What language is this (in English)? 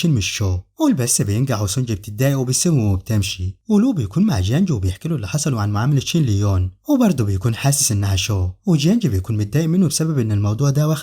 Egyptian Arabic